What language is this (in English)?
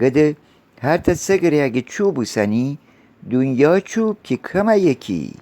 Gilaki